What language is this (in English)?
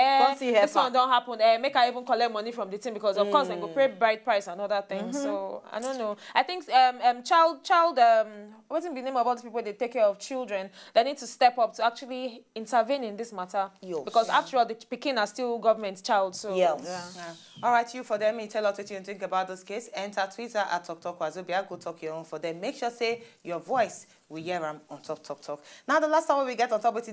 Nigerian Pidgin